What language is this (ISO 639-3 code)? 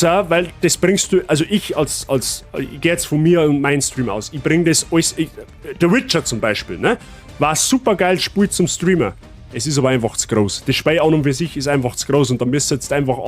bar